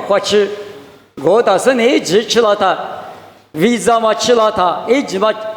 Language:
Lisu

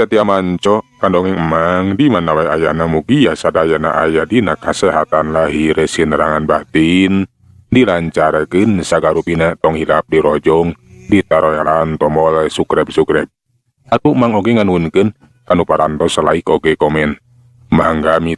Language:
Sundanese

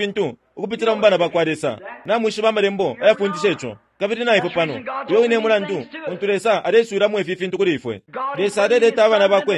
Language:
Bemba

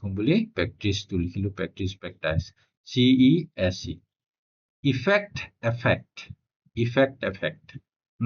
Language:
Assamese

